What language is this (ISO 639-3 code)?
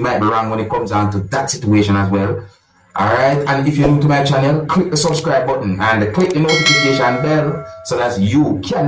jam